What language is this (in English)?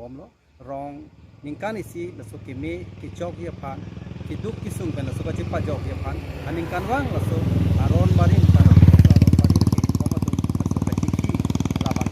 Karbi